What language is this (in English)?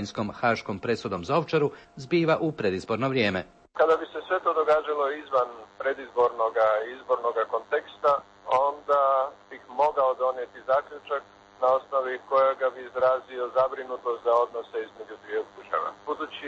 Croatian